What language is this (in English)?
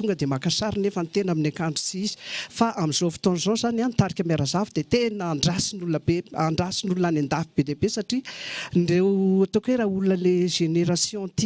Malagasy